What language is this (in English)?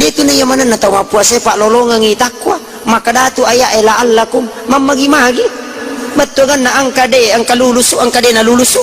Buginese